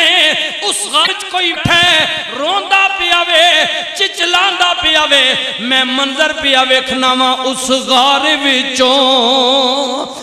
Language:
Western Panjabi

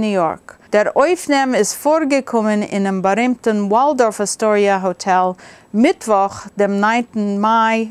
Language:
Yiddish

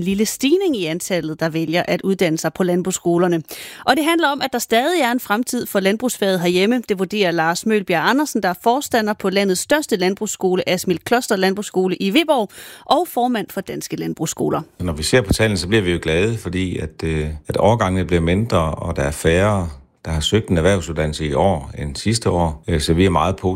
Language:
Danish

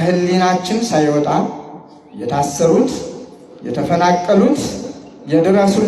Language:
Amharic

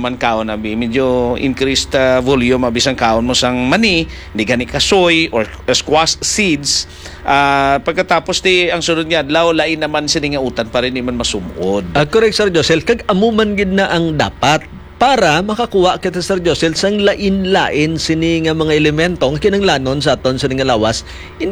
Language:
Hiligaynon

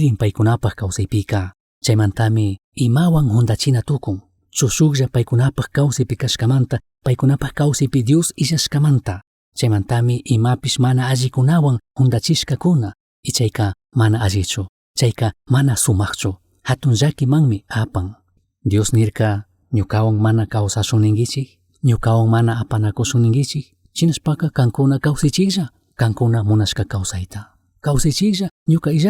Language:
Chimborazo Highland Quichua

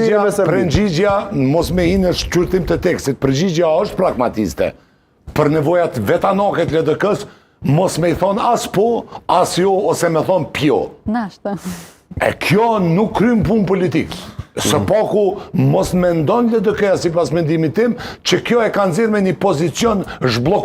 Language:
Albanian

